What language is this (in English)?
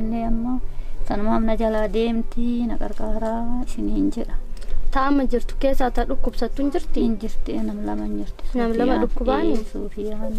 Oromo